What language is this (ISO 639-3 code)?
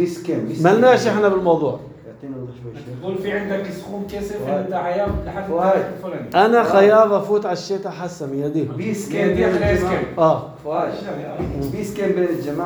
apc